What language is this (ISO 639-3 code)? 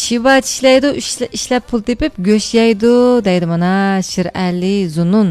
uig